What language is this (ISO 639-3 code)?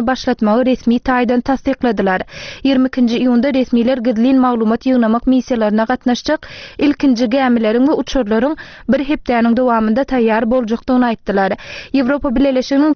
tuk